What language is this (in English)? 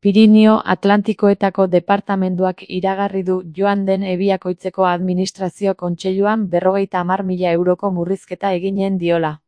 Basque